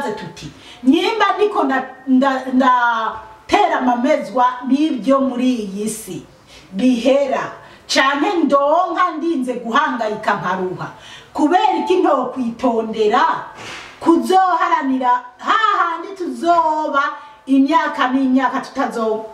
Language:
Rundi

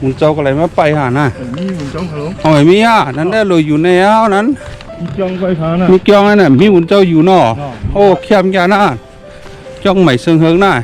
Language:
Shan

